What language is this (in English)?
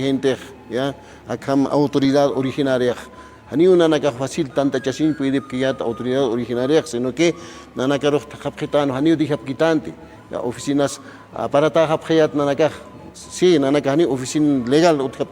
Aymara